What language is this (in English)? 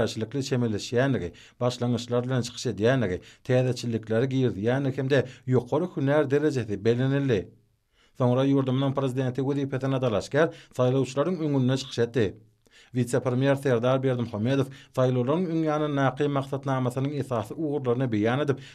Turkmen